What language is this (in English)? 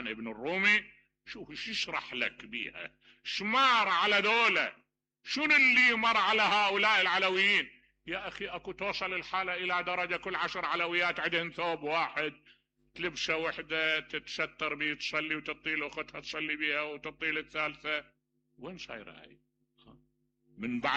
Mesopotamian Arabic